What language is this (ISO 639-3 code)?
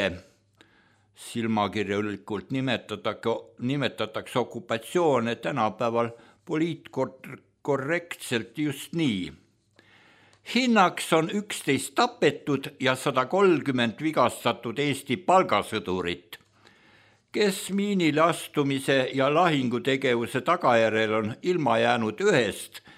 est